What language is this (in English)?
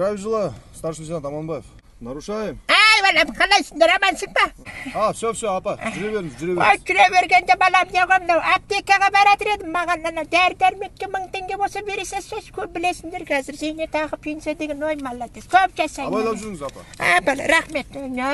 Bashkir